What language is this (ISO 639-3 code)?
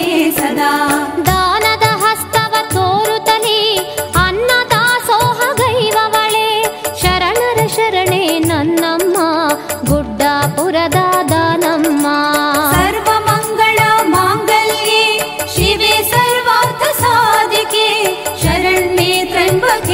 kan